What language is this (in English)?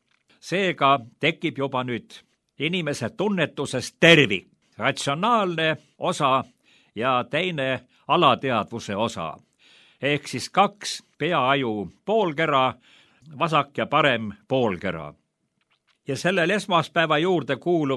Estonian